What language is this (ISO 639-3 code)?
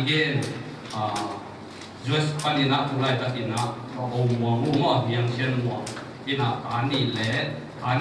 ctd